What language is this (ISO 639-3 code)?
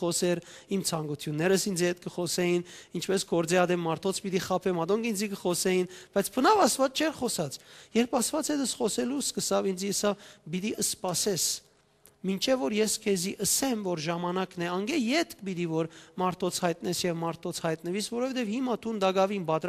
hyw